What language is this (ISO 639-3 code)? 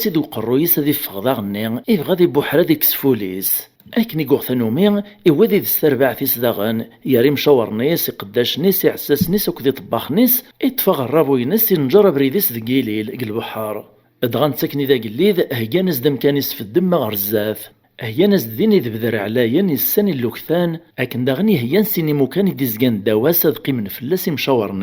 kab